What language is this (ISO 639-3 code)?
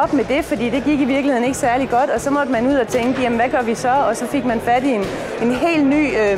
dan